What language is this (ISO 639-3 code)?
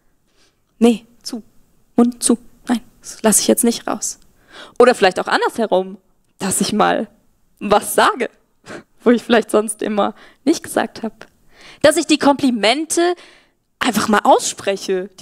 gsw